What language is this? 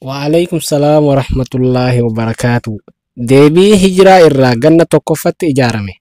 Oromo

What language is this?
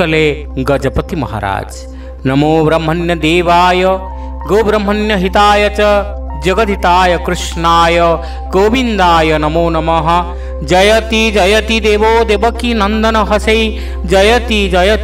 Odia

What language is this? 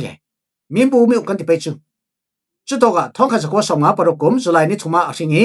Falam Chin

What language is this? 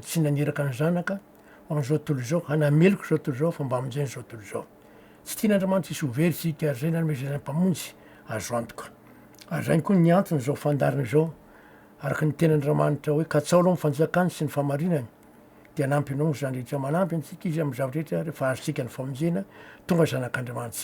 Malagasy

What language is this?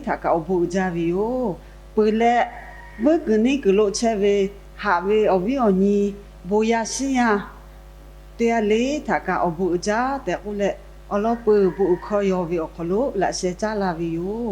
Lahu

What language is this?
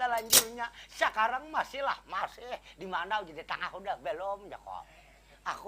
Banjar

